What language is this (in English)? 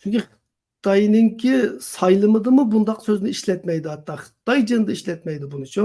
Uyghur